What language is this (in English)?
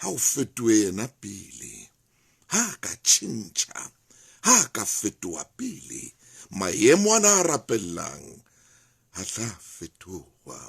Southern Sotho